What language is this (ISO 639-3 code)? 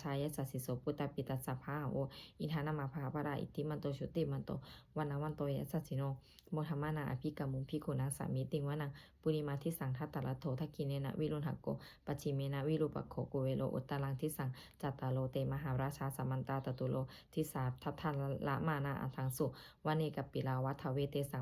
pli